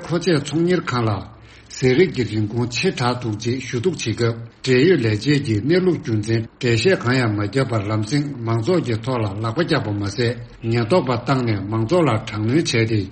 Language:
Tibetan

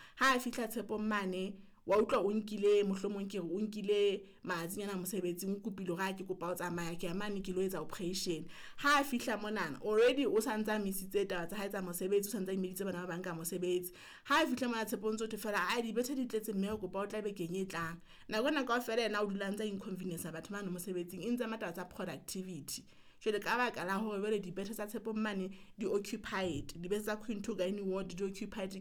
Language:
Southern Sotho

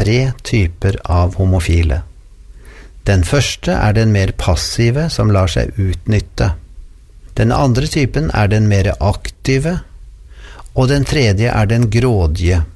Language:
Norwegian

